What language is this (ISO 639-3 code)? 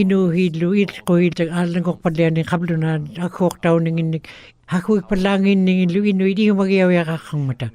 ikt